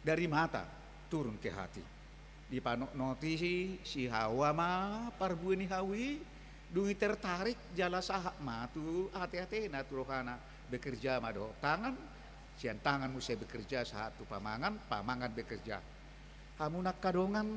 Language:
Batak Toba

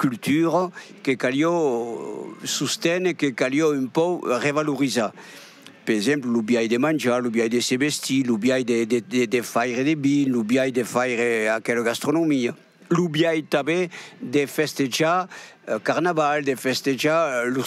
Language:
Occitan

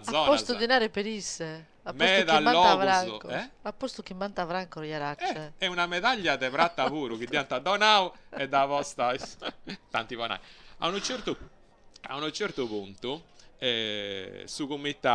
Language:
Sardinian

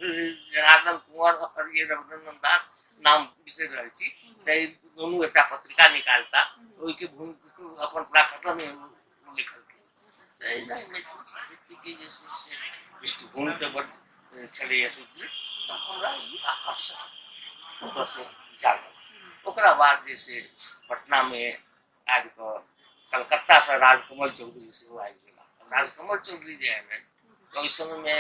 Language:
Maithili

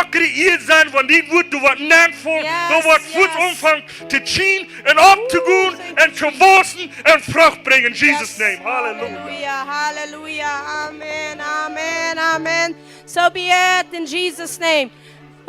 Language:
Plautdietsch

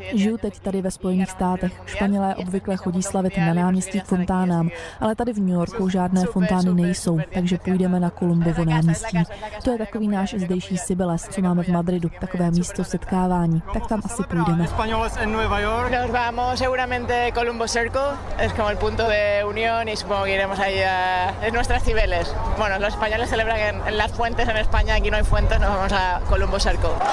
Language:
Czech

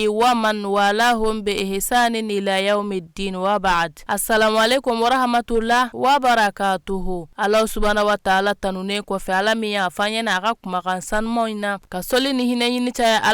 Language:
Bambara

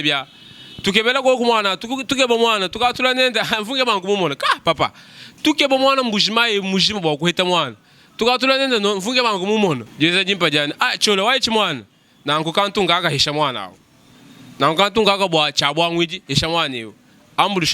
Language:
Luba-Lulua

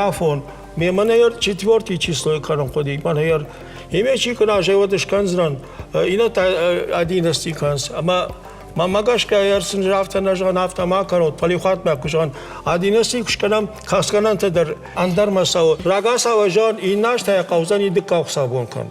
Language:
Ossetic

